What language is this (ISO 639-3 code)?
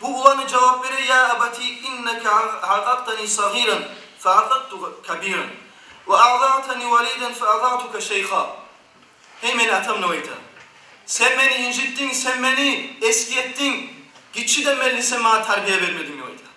kum